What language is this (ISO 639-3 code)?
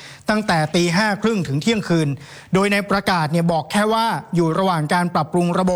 tha